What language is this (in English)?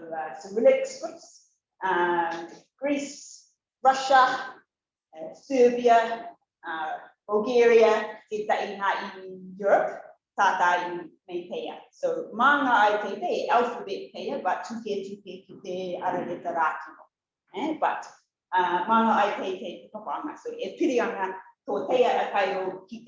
Rarotongan